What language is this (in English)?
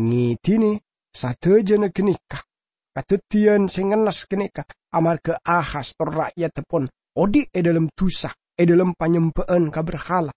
Madurese